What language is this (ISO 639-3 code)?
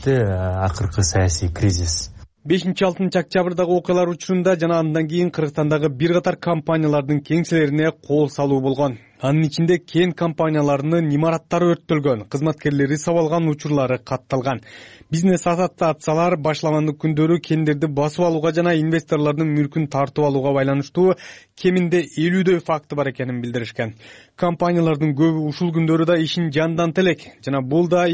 kir